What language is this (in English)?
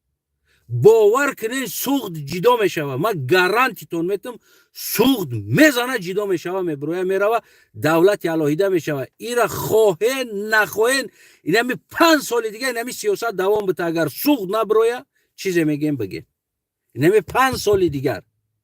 Tajik